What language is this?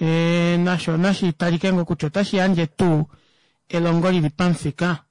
Kuanyama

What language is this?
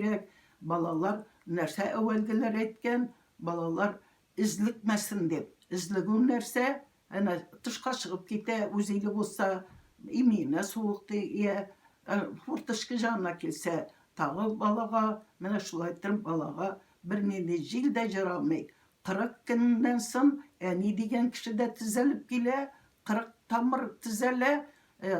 Tatar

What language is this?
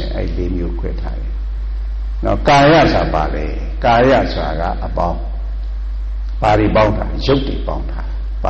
Burmese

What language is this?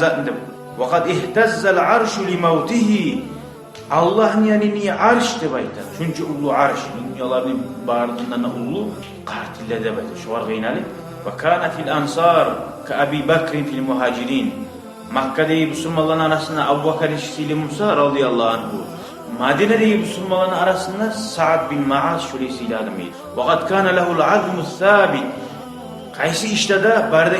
Kumyk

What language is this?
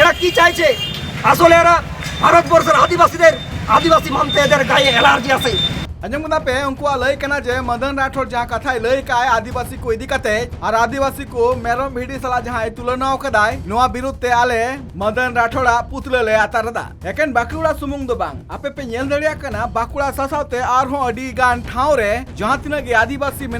Santali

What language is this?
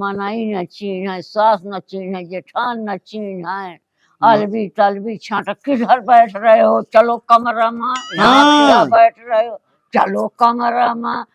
Awadhi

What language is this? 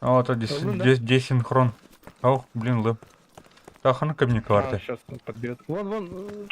Yakut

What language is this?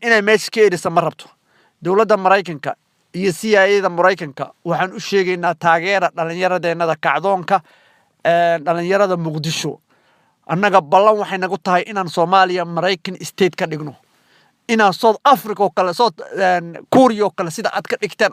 Somali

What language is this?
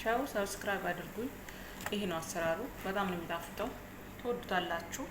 Amharic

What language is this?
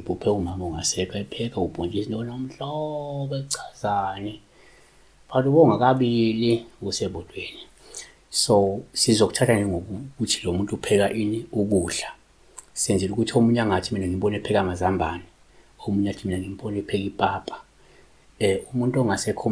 Zulu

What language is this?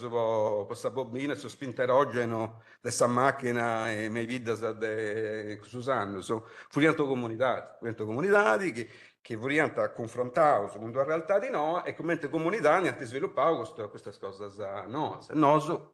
Sardinian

